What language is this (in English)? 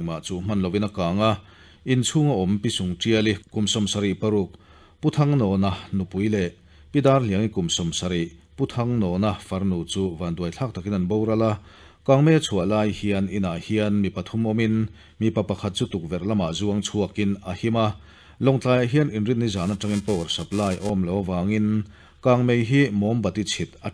Mizo